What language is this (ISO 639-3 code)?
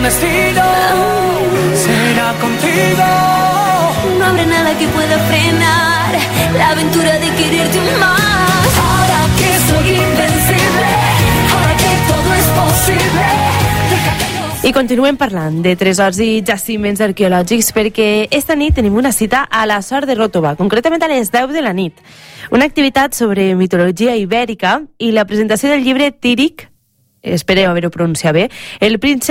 cat